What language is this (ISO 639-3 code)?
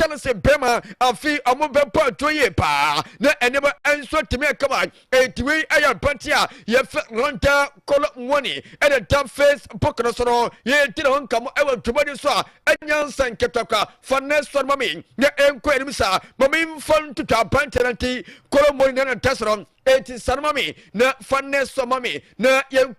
aka